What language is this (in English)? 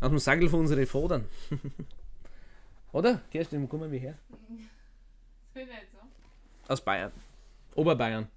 Bavarian